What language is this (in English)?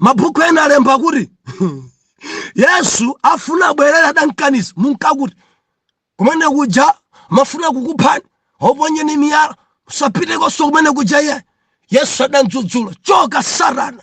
Nyanja